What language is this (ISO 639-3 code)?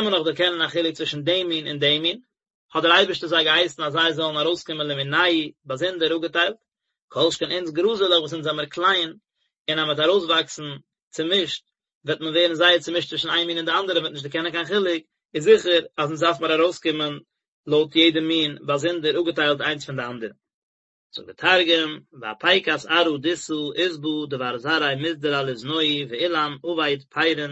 yid